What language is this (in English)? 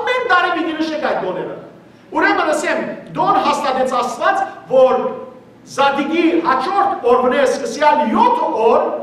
Western Armenian